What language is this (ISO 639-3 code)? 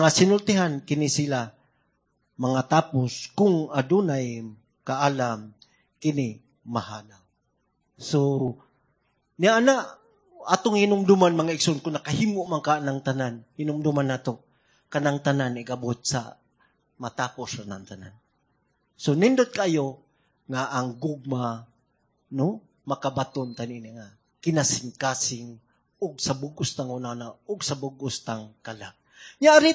ceb